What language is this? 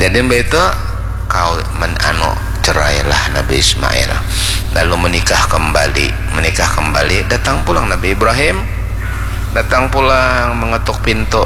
Banjar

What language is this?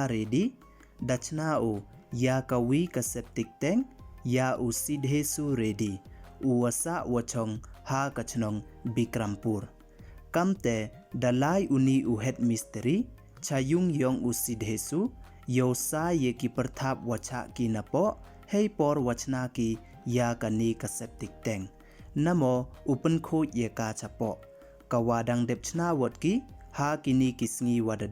Pnar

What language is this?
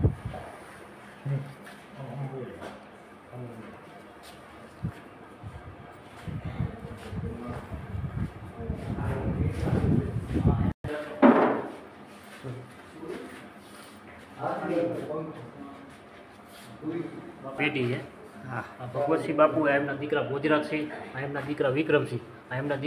Gujarati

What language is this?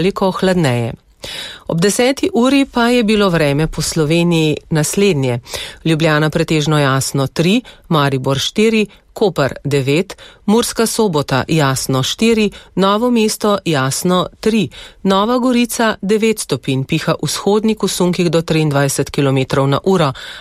Slovenian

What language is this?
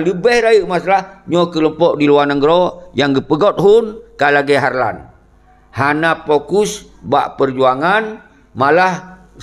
Achinese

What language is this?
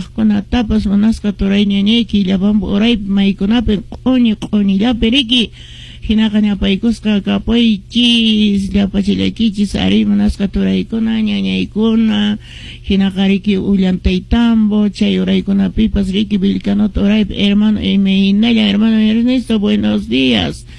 Quechua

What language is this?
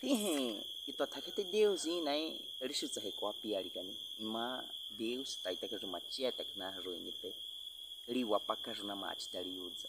Baniwa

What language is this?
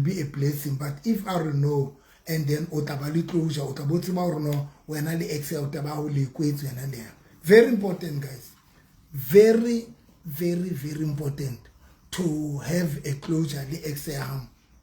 Southern Sotho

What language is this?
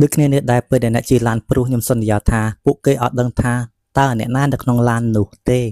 Khmer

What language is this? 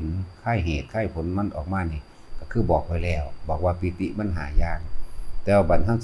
Northeastern Thai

